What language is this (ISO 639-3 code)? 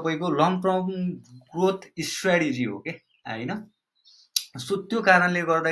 nep